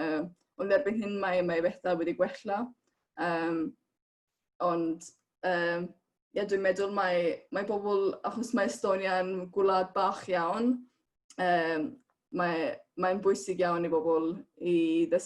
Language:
Welsh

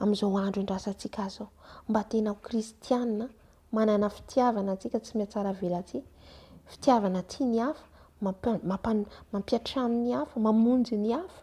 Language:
Malagasy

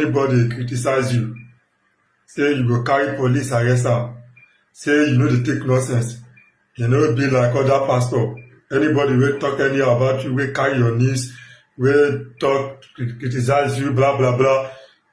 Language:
Nigerian Pidgin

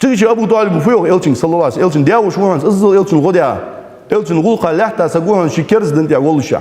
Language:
Ingush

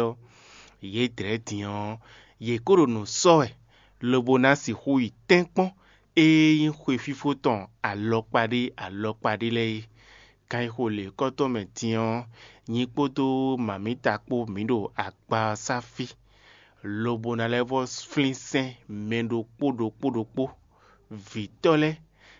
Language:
Fon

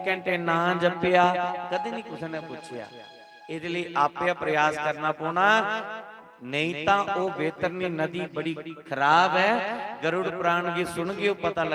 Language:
Dogri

